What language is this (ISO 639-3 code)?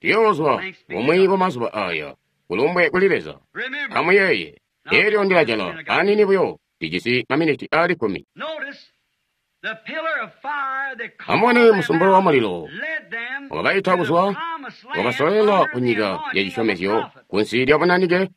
toi